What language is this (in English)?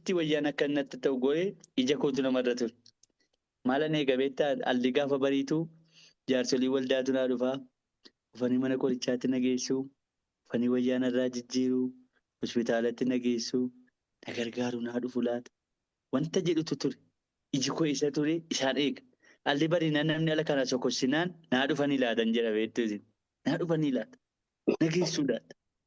Oromo